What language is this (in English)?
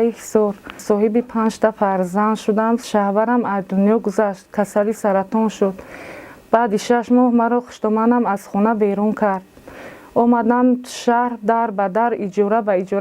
Tajik